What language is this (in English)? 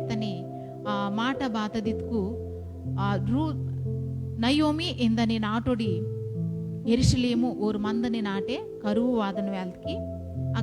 Koya